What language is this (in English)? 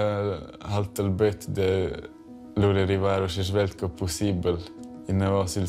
Romansh